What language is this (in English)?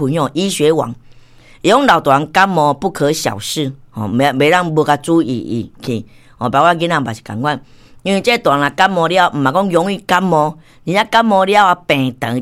Min Nan Chinese